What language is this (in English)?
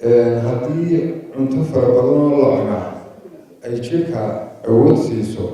Somali